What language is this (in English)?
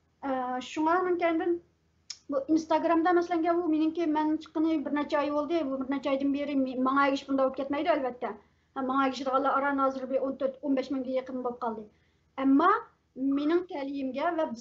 Uyghur